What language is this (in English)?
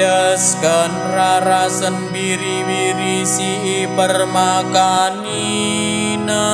Batak Karo